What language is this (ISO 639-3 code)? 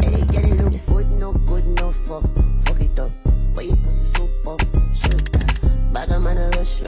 jam